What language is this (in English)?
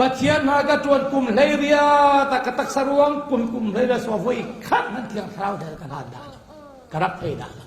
Falam Chin